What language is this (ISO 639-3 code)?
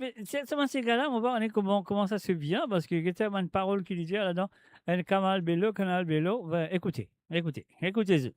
mfe